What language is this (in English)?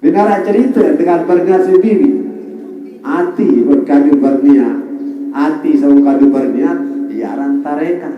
Sasak